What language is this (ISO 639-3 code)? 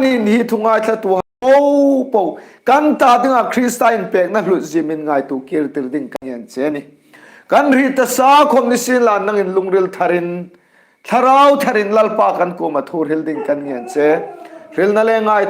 hmr